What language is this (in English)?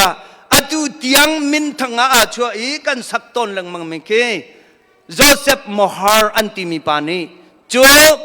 Hakha Chin